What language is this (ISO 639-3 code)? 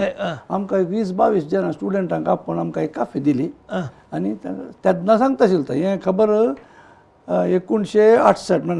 kok